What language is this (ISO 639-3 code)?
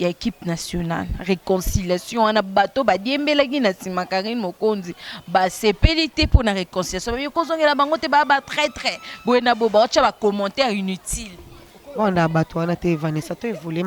lin